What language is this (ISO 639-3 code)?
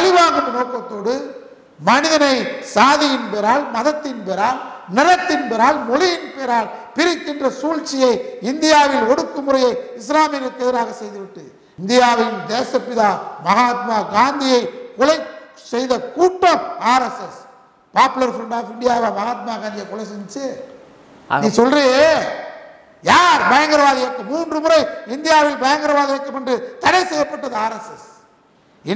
tam